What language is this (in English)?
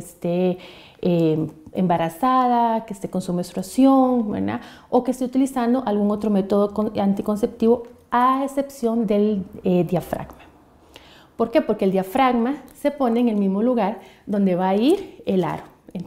Spanish